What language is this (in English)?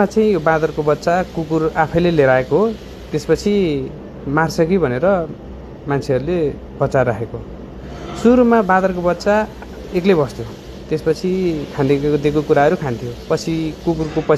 Nepali